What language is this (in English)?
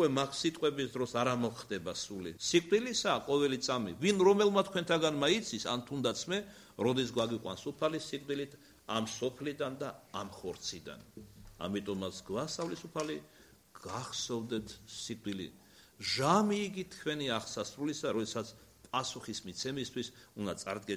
Georgian